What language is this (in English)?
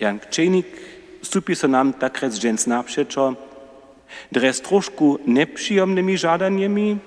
Upper Sorbian